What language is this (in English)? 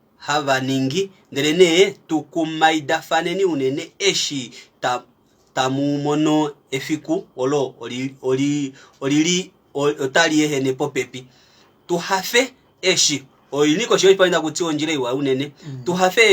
Kuanyama